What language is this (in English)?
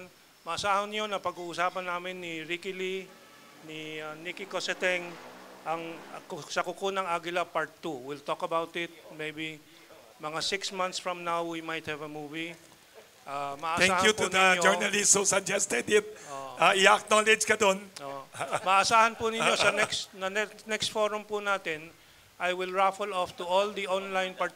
Filipino